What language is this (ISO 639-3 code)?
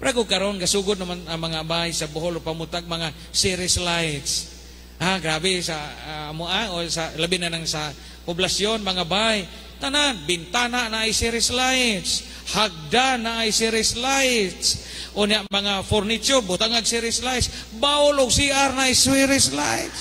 ceb